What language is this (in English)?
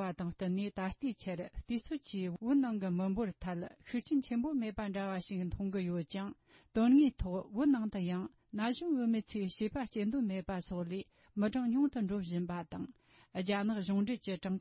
Tibetan